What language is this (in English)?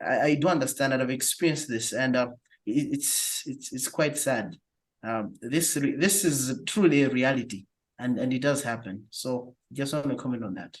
English